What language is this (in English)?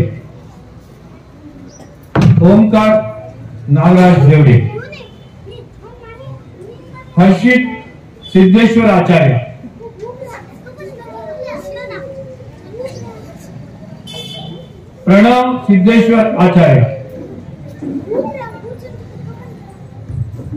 Kannada